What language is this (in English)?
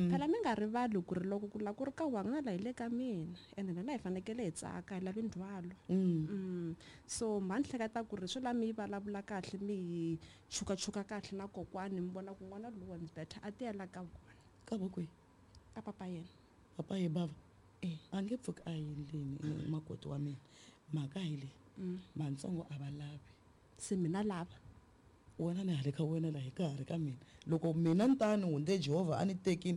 Tsonga